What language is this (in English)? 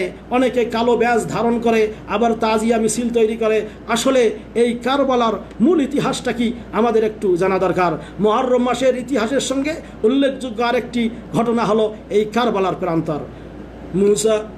Bangla